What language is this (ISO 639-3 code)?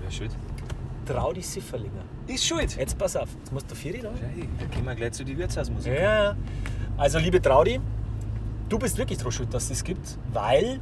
bar